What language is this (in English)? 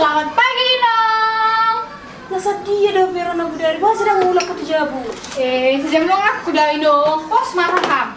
Batak Toba